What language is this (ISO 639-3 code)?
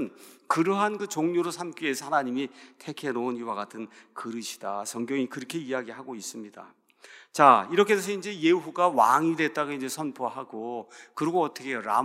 kor